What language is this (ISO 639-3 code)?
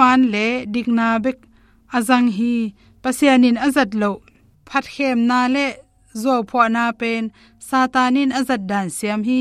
ctd